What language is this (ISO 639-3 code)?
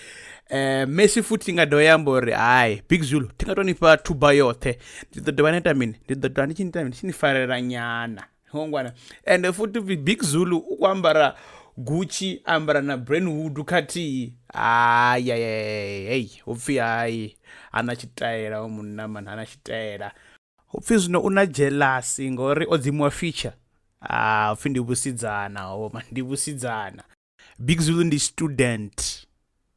ven